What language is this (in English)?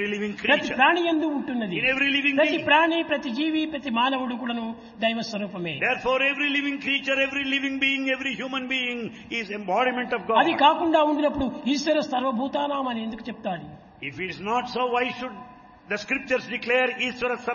Telugu